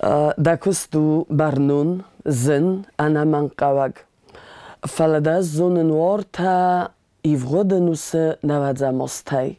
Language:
Ossetic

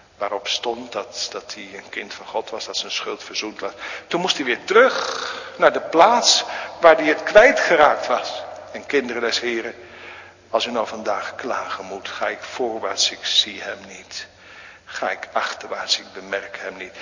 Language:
Dutch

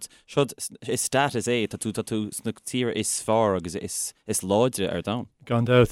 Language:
Irish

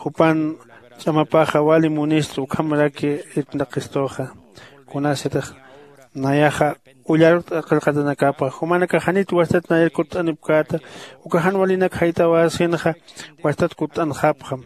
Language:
Aymara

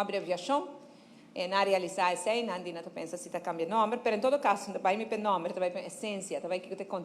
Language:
Papiamento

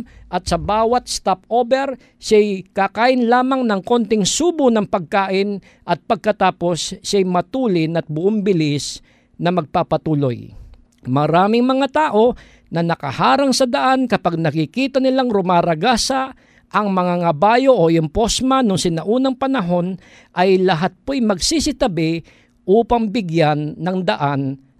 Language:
Filipino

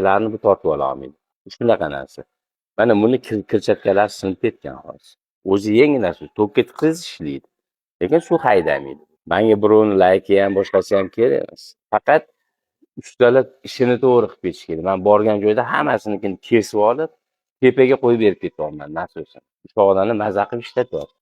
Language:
Uzbek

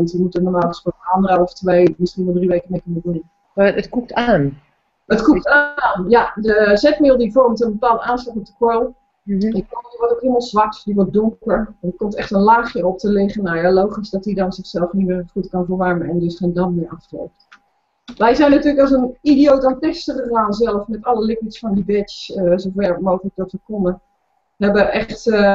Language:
Dutch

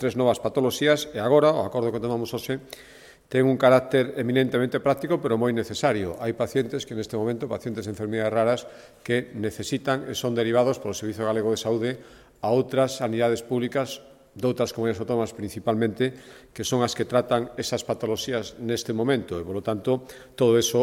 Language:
Galician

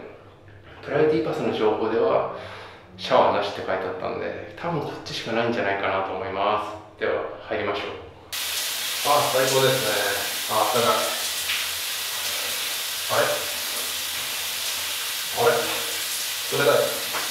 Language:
Japanese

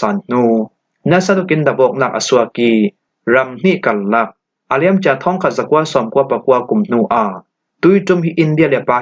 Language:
Falam Chin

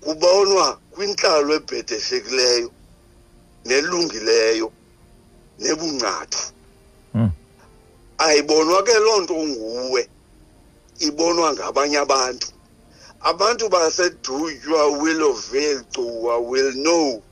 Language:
Xhosa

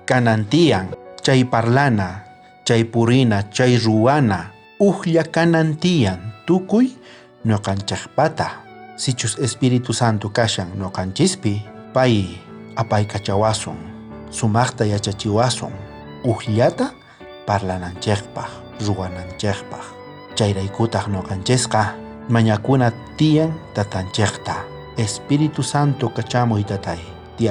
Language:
South Bolivian Quechua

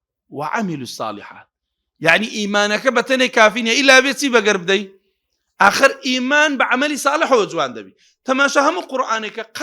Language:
Central Kurdish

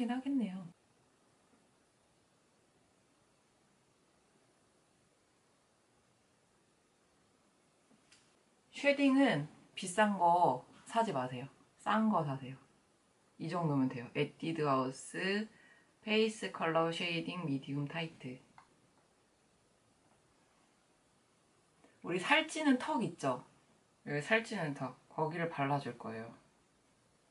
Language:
Korean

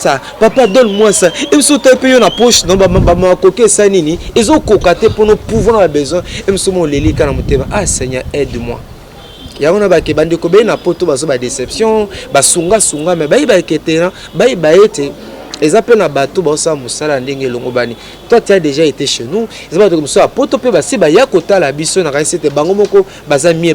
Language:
Lingala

